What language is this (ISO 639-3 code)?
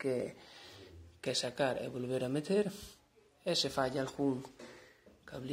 glg